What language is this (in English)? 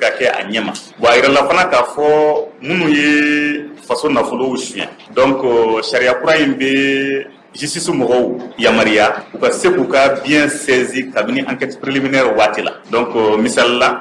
Bambara